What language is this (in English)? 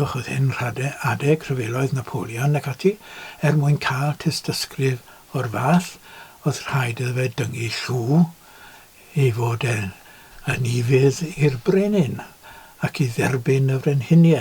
Welsh